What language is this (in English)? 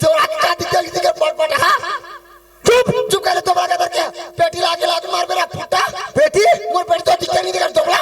Chhattisgarhi